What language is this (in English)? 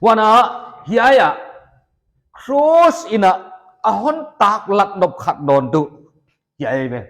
Paite Chin